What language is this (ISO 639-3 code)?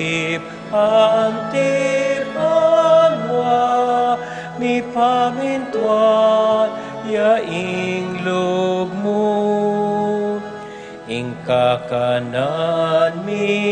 pam